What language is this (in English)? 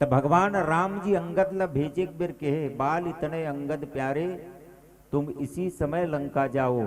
Chhattisgarhi